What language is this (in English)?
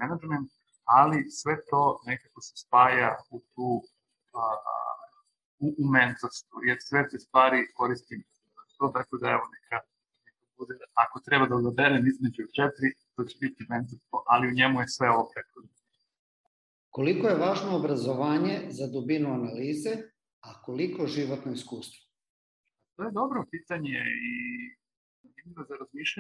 Serbian